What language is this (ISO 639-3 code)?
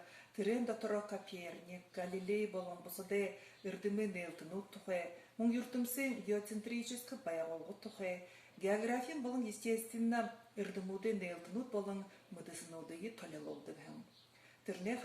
bua